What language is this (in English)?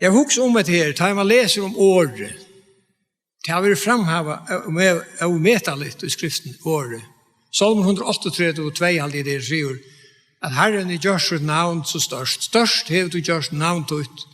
Faroese